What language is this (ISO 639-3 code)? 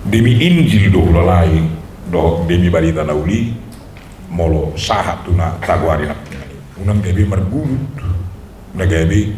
bbc